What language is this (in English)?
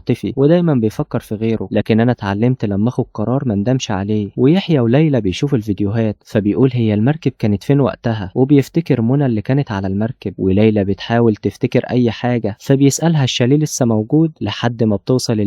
Egyptian Arabic